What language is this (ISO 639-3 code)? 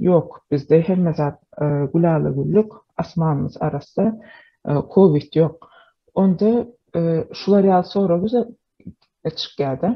tuk